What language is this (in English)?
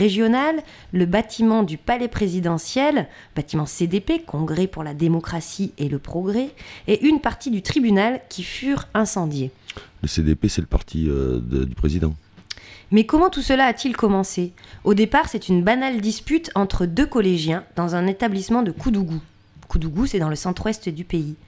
French